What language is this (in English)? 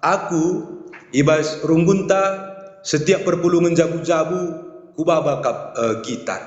Batak Karo